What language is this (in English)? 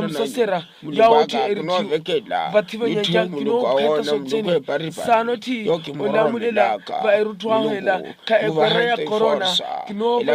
Makhuwa